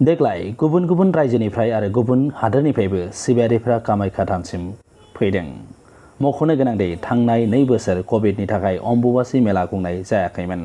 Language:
Bodo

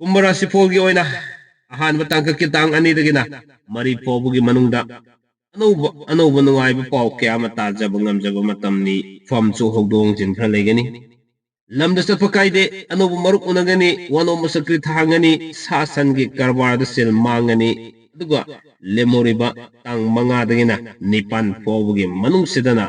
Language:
Manipuri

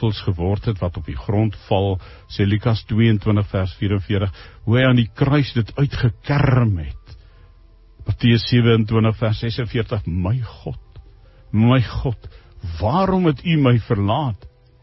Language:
Afrikaans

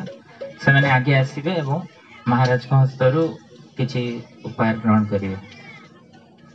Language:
Odia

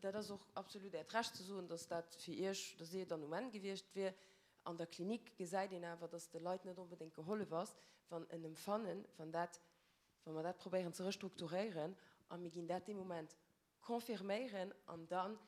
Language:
Luxembourgish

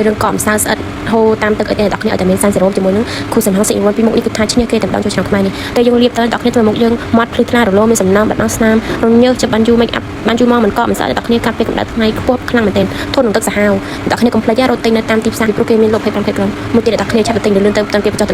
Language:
Khmer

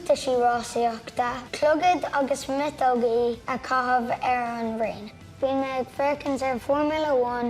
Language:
Irish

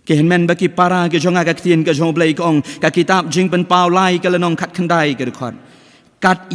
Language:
Khasi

